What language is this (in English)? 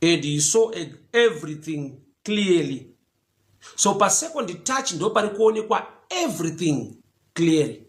Shona